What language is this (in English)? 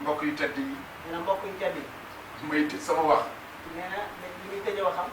Wolof